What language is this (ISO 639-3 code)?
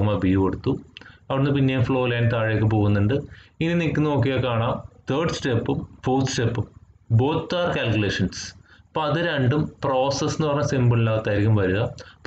mal